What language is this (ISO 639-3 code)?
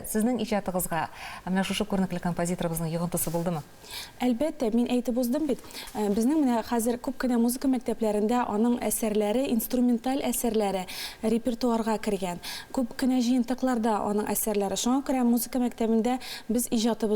tat